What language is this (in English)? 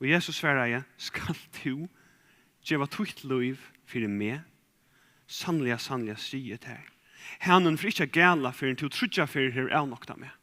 Faroese